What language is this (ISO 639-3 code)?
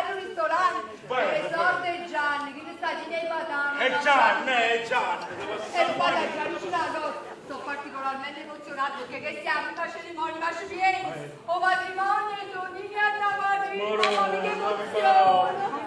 nap